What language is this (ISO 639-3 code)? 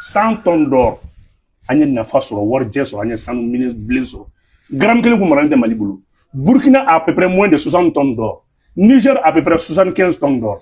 bam